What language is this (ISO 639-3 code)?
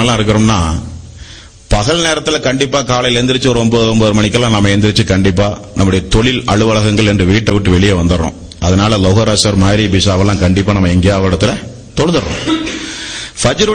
tam